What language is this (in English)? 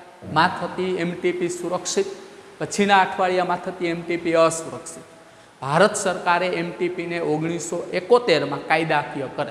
Gujarati